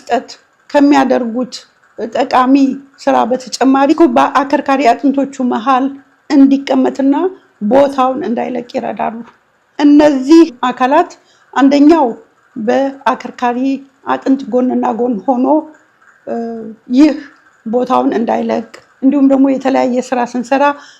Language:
Amharic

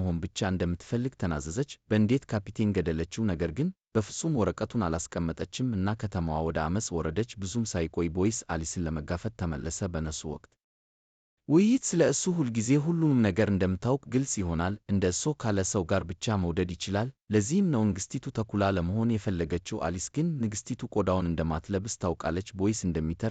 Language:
Amharic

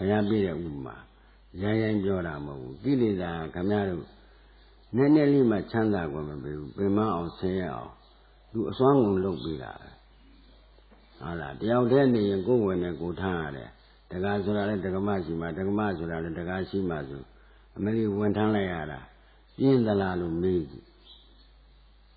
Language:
Burmese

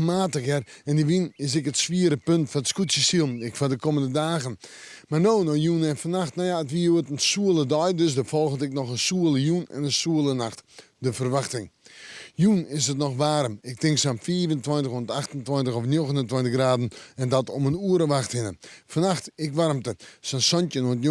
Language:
Western Frisian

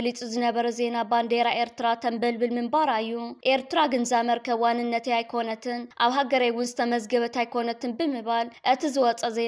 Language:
Tigrinya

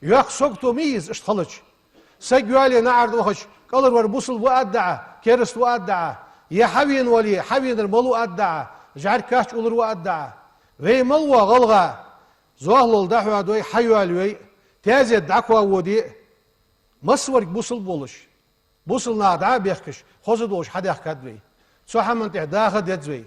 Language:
Ingush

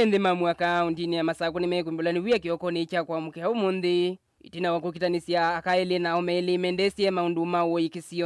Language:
Kamba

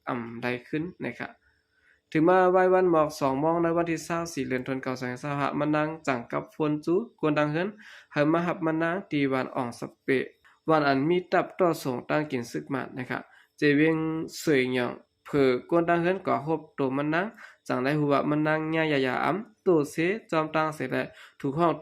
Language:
Shan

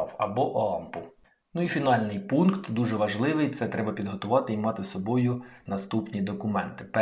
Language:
Ukrainian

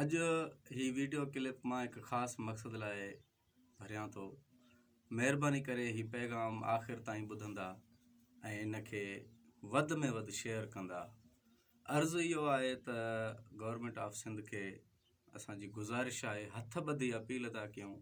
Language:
Sindhi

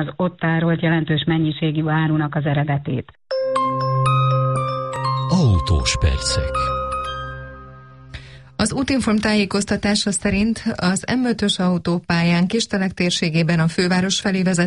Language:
Hungarian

